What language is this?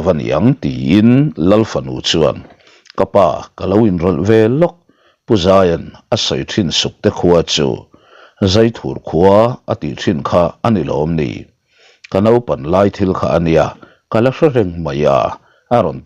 Mizo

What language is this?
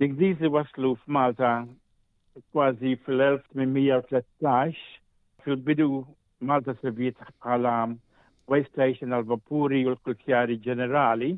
Maltese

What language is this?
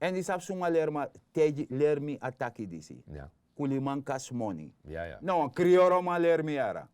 Sranan Tongo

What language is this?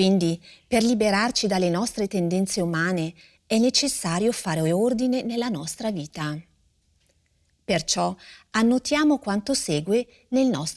Italian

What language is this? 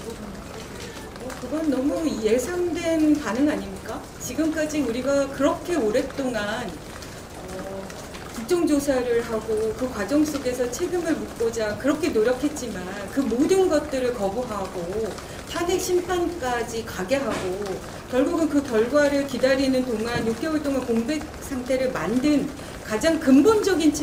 Korean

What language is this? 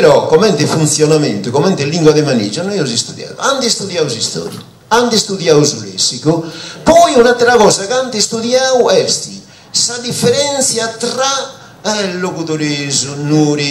Sardinian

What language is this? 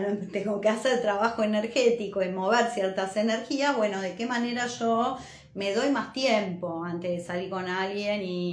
Spanish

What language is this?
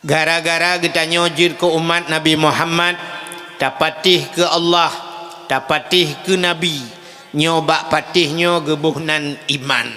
Achinese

